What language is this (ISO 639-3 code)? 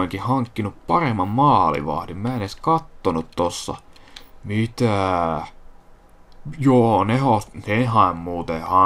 fin